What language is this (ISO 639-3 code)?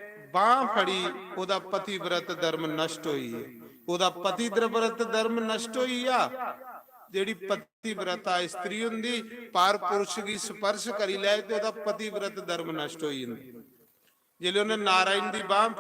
doi